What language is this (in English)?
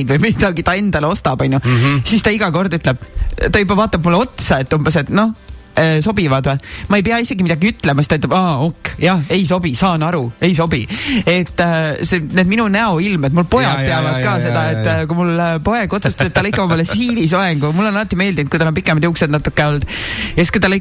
Estonian